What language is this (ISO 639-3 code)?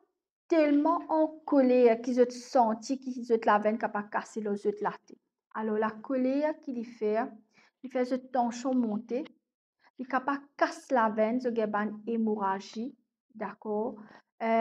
mfe